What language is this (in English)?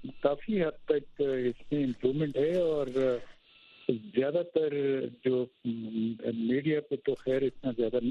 Urdu